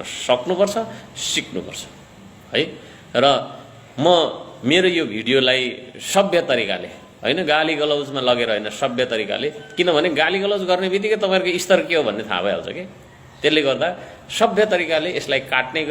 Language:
Nepali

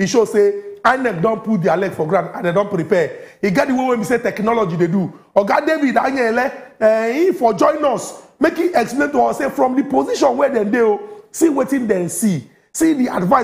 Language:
Nigerian Pidgin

